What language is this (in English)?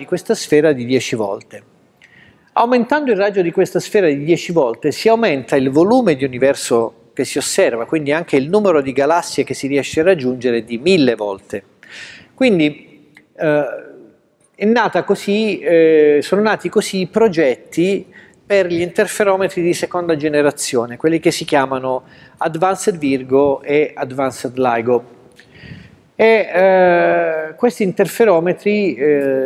Italian